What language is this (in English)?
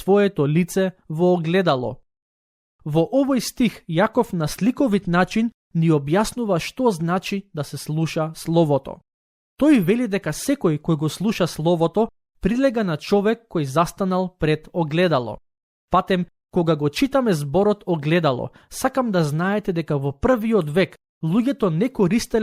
Macedonian